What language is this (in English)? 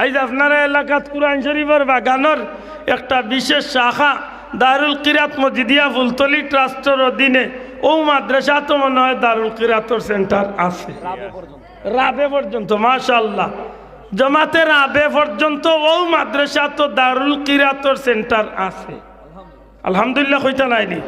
Sylheti